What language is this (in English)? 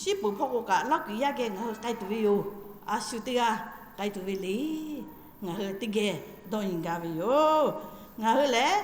Lahu